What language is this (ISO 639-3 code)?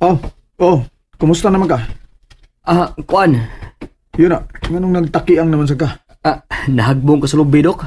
ceb